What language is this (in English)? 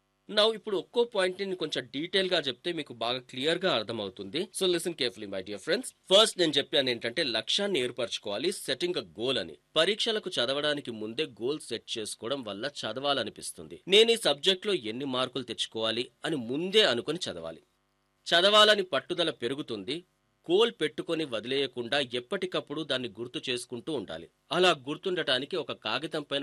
Telugu